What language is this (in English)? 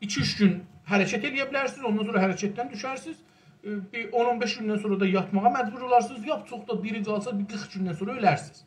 South Azerbaijani